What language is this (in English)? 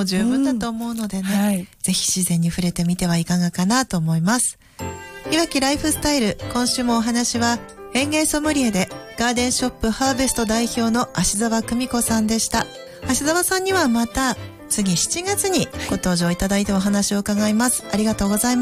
Japanese